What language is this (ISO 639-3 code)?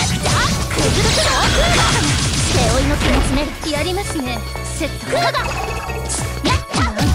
jpn